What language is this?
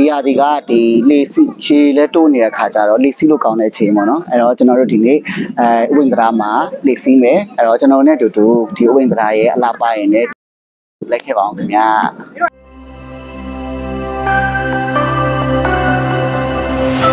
Burmese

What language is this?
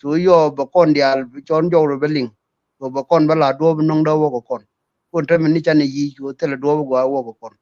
Nuer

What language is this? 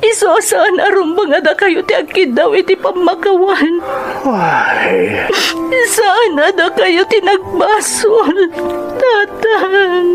Iloko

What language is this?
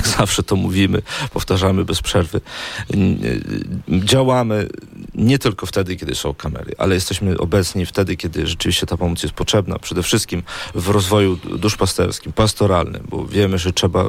Polish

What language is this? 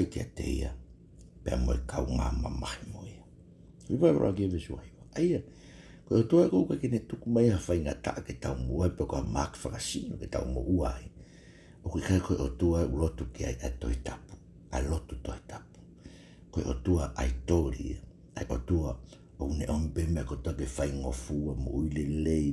Tongan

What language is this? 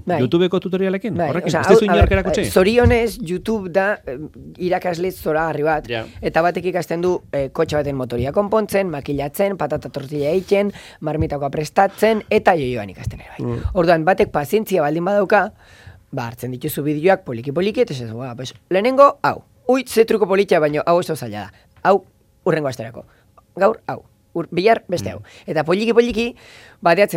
Basque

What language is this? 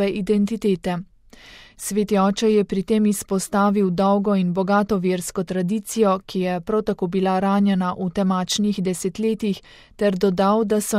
Slovenian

